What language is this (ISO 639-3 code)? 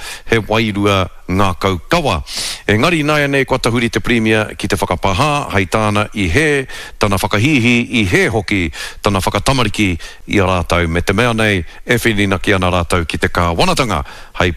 mri